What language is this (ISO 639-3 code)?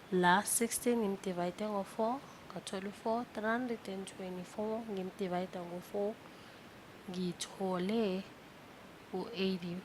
zul